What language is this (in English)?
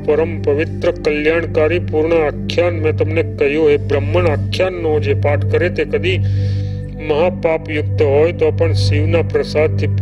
Gujarati